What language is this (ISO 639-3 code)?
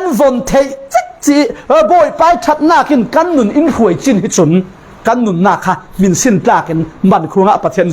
cfm